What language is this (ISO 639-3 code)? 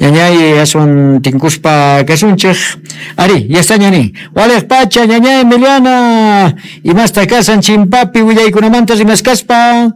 quh